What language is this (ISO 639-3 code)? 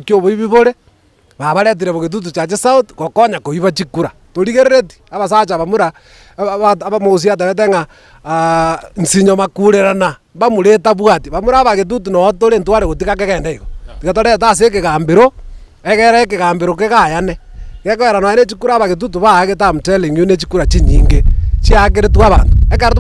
guz